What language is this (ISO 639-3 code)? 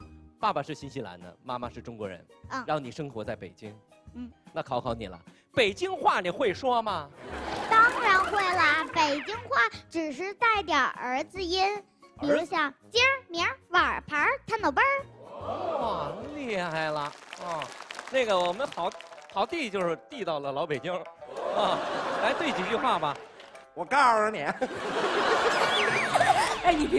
zho